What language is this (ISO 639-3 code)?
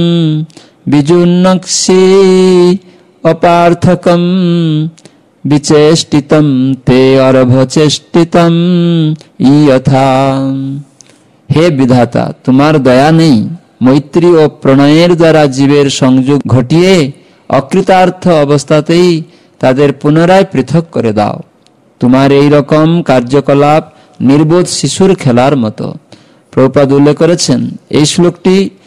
ben